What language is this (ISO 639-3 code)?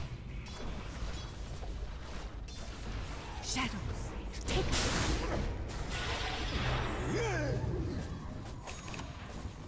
eng